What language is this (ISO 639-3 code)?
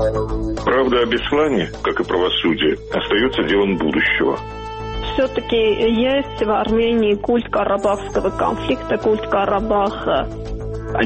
rus